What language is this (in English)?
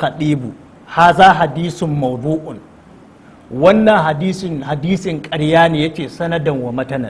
Hausa